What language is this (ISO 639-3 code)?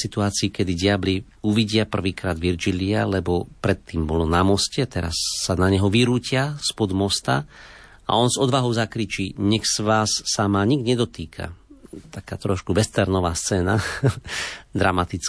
slk